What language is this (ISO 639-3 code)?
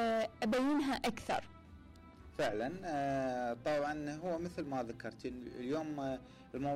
acm